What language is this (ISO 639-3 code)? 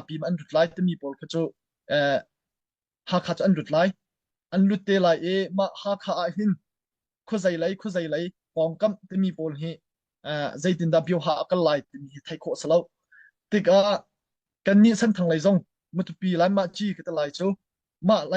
cnh